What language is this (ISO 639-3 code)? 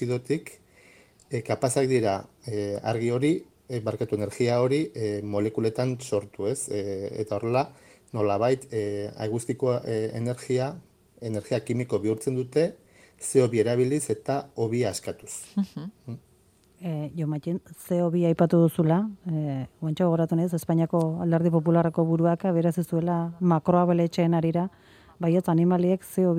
eus